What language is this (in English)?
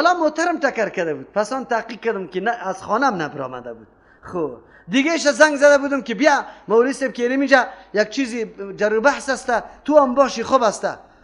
Persian